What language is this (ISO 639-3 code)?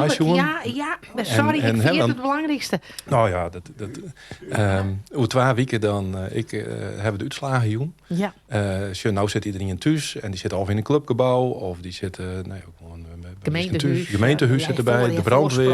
fry